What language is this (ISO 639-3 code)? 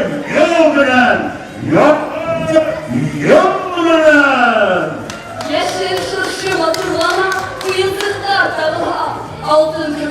bak